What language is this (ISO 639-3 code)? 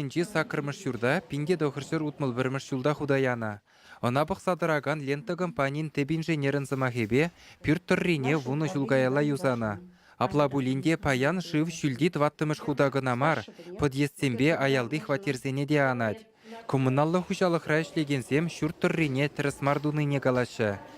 chv